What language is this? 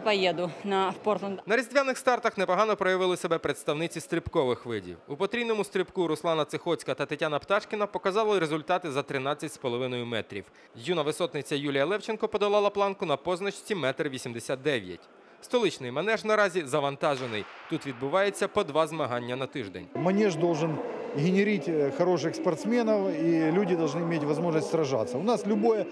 Ukrainian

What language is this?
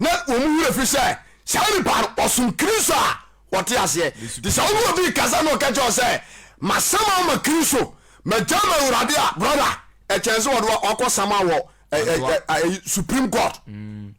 Akan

